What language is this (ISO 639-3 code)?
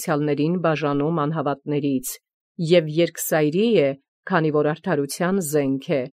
hye